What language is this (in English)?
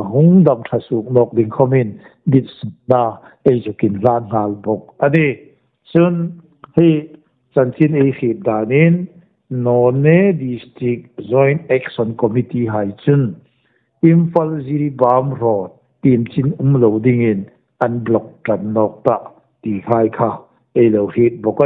Hmar